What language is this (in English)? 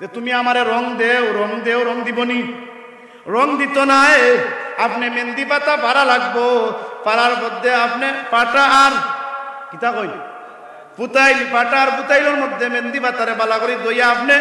Sylheti